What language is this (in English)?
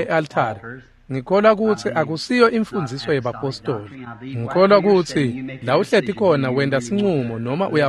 Swati